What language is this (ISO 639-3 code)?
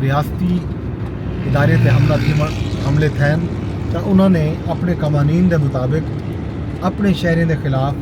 skr